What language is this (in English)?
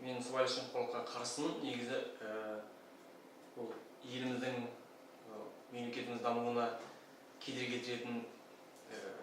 Kazakh